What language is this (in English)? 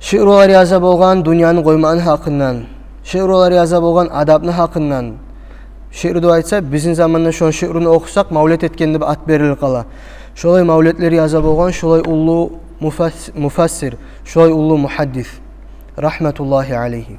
Kumyk